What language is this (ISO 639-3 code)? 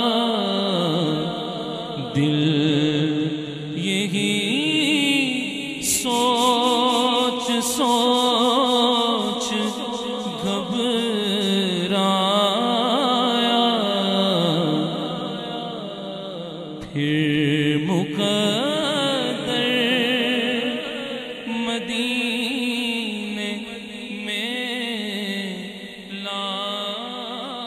urd